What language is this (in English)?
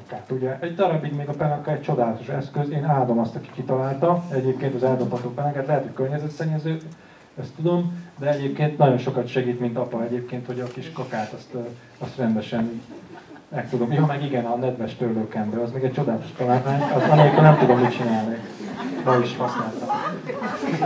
Hungarian